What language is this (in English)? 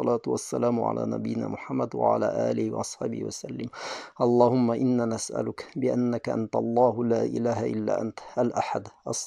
Bashkir